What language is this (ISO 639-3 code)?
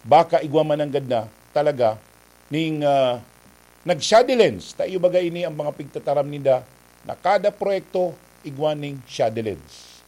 bik